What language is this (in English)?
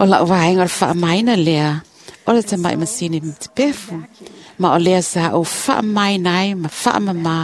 Samoan